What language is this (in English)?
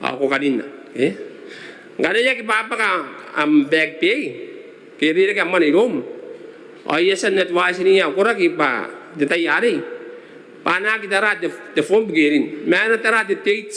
Gilbertese